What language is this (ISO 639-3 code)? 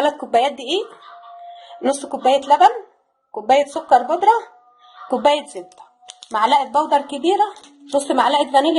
arz